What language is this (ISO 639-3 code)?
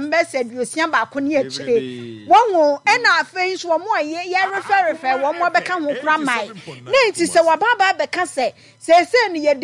aka